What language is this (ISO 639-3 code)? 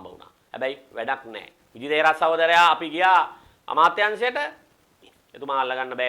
sin